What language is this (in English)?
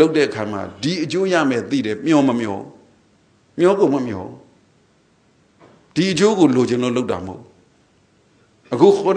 Burmese